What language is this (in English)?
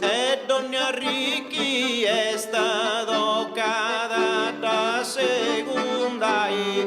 Sardinian